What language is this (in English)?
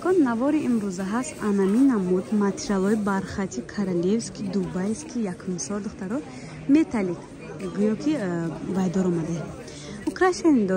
Tajik